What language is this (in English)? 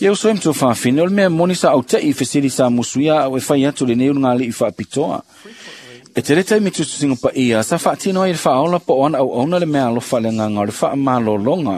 Samoan